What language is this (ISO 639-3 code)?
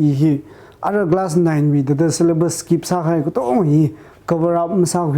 nmf